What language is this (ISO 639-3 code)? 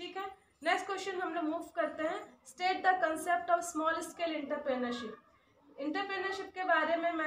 hin